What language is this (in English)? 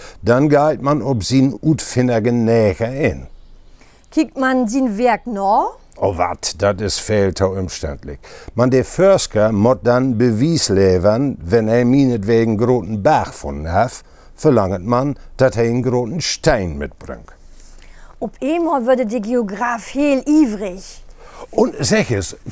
Low German